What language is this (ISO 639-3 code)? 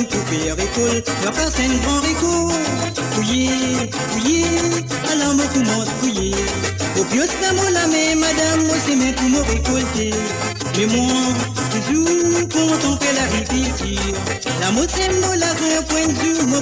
mfe